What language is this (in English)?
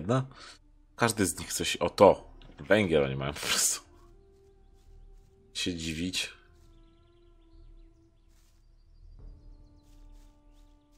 Polish